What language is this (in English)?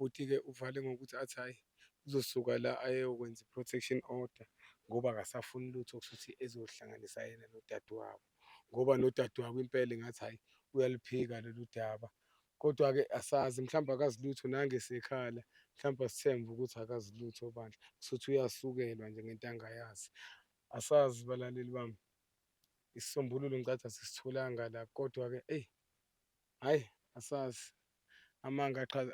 Zulu